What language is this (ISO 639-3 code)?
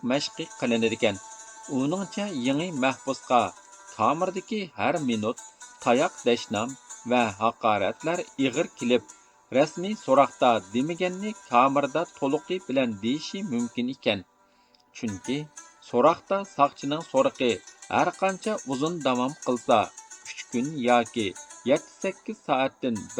uig